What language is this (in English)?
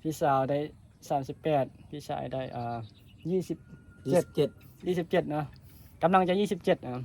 Northeastern Thai